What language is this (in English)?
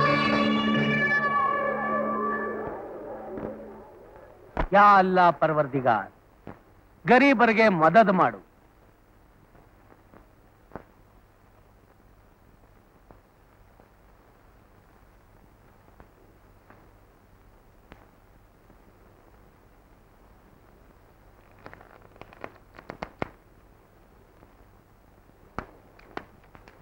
Kannada